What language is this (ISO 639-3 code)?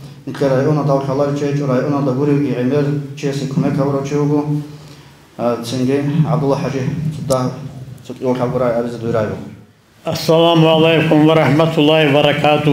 ava